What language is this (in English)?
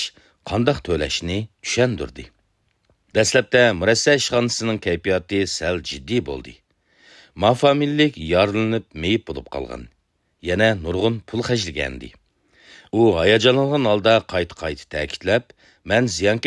Uyghur